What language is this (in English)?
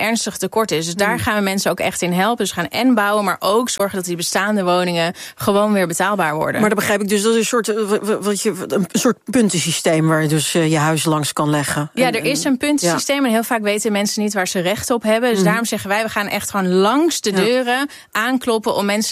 Dutch